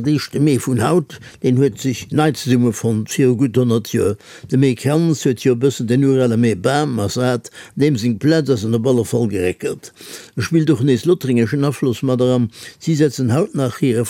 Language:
Luxembourgish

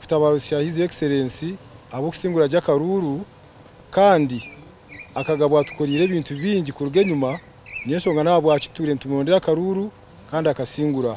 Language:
Nyankole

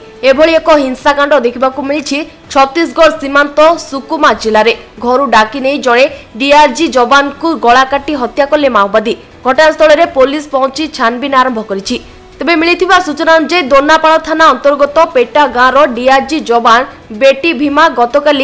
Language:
Odia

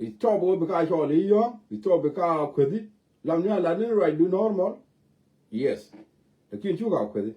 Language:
Nuer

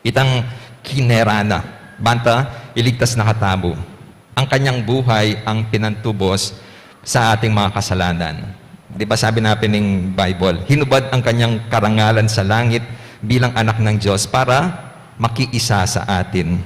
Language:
Pampanga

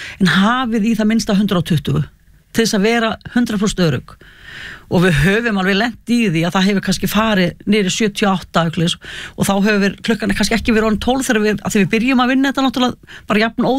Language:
Icelandic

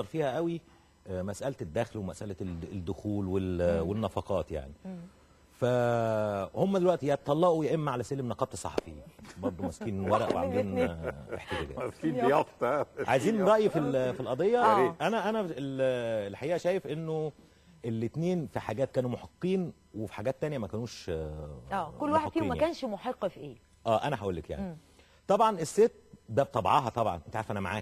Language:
Egyptian Arabic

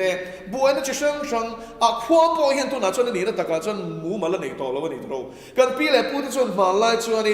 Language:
Mizo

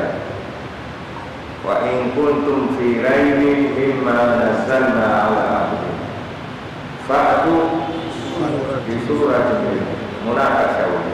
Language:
Swahili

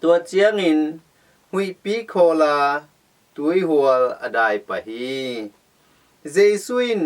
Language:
Tedim Chin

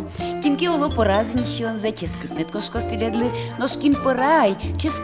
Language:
Udmurt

